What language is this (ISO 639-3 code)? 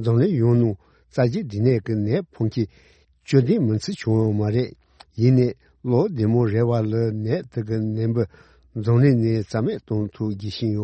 bod